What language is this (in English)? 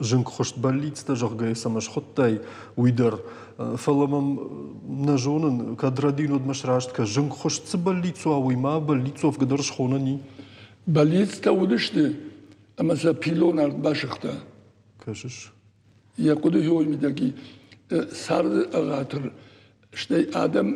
Ossetic